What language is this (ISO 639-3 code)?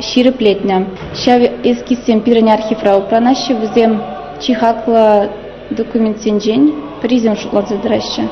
chv